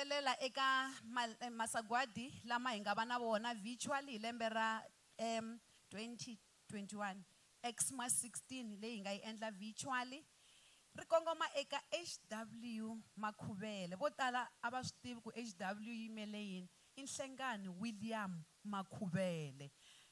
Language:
Tsonga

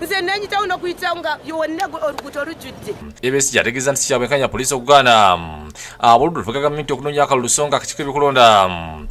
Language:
Ganda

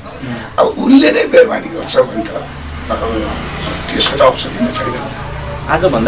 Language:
Nepali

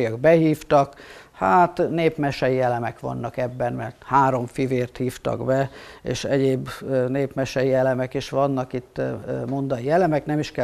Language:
Hungarian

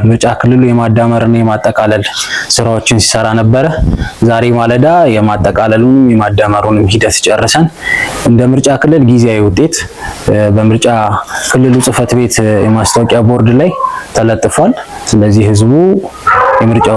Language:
Amharic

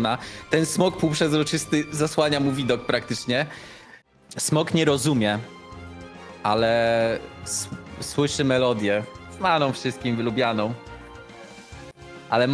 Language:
Polish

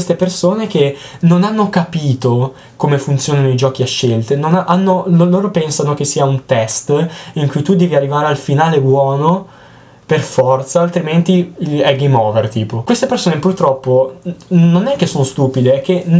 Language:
Italian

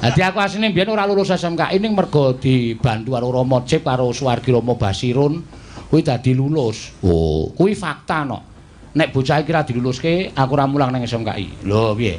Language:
Javanese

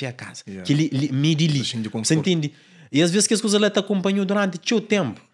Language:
Kabuverdianu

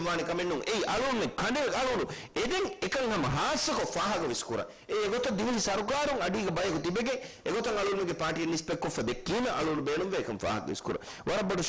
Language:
Divehi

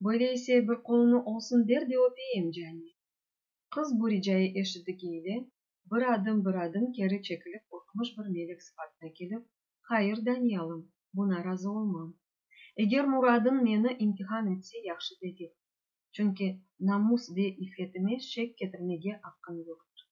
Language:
Crimean Tatar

